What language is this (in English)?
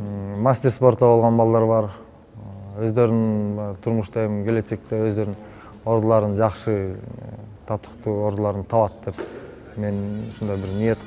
Kyrgyz